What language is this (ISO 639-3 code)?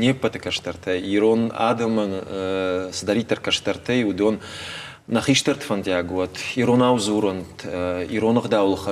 oss